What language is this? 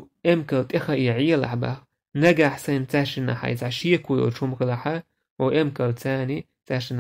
Chechen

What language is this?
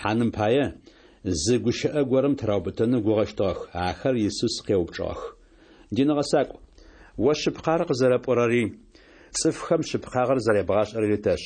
Adyghe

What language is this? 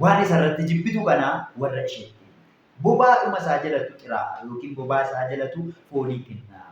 Oromo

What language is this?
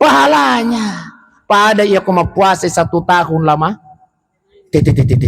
Buginese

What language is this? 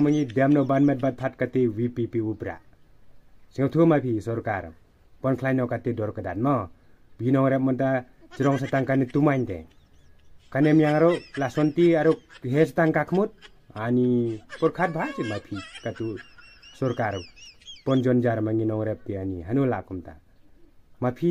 Khasi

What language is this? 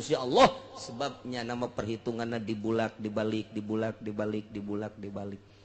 Sundanese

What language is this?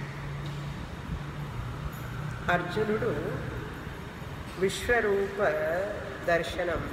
Telugu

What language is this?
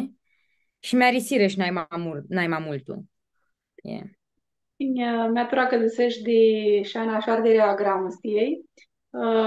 Aromanian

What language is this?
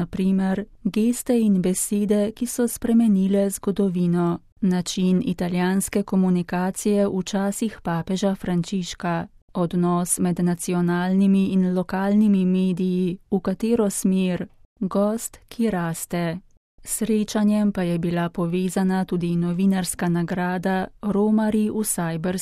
Slovenian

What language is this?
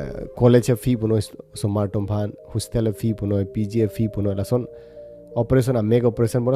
Karbi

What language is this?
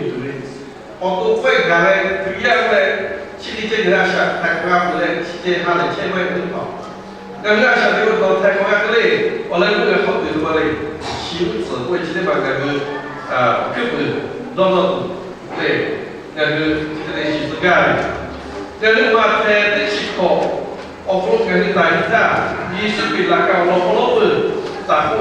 Lahu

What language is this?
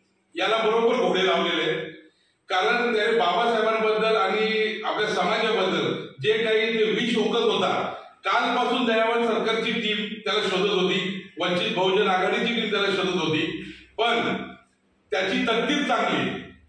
Marathi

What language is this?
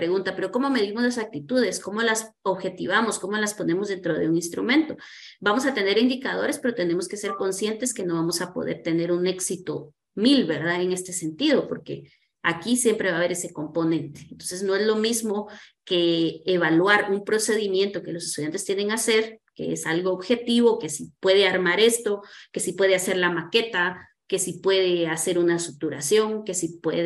Spanish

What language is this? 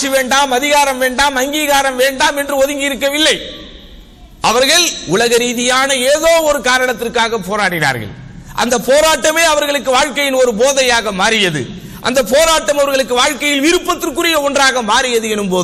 Tamil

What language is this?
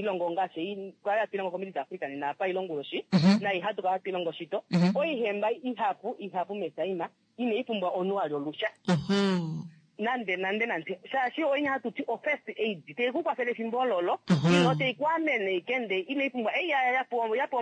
Kuanyama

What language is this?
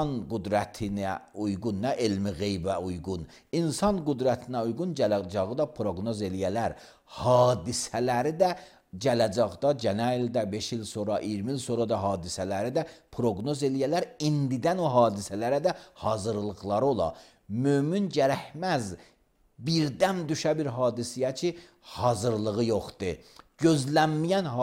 Azerbaijani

